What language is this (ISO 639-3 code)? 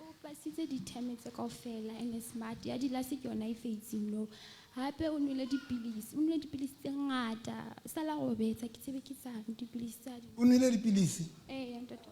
sot